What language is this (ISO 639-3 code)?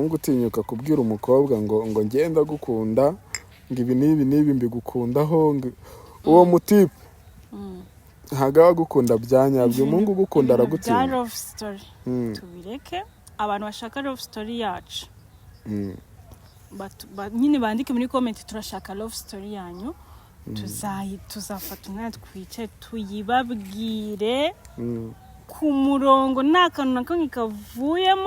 kin